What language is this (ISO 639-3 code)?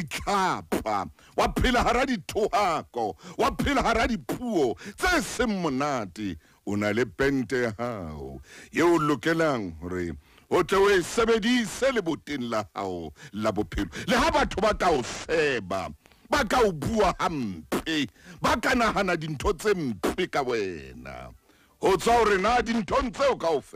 sot